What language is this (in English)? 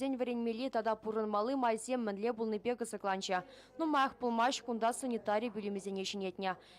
Chuvash